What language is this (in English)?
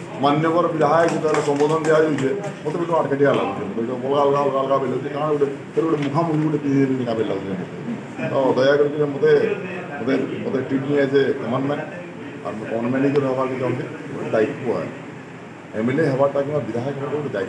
Sambalpuri